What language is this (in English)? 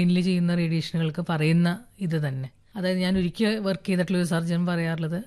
Malayalam